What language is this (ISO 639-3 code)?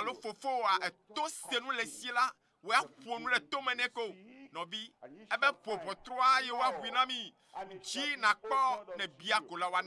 ewe